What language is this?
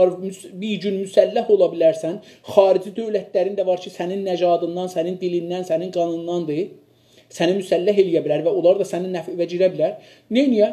South Azerbaijani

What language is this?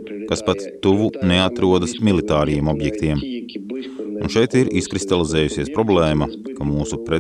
Latvian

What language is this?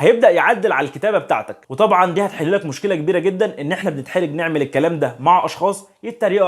Egyptian Arabic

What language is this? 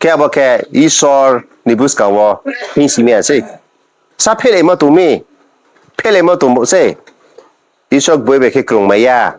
Riang (India)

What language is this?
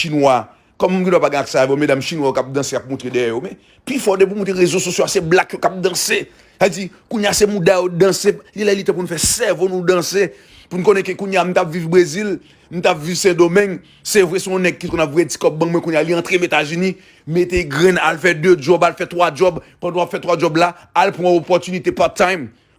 Haitian Creole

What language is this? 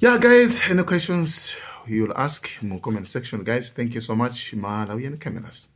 Nyanja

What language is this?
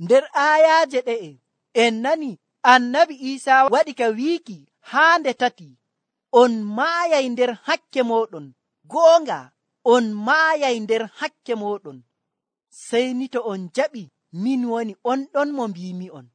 Nigerian Fulfulde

